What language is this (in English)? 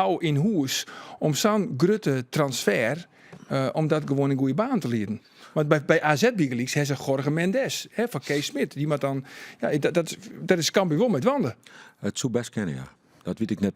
Western Frisian